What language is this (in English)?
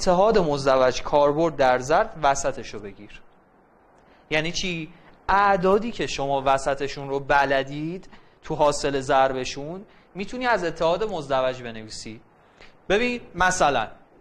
Persian